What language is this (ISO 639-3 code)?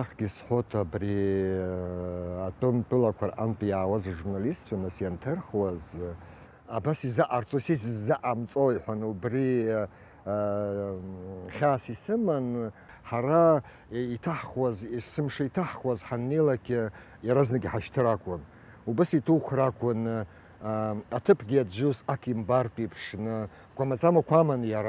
abk